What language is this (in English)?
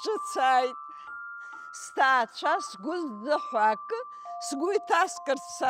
Abkhazian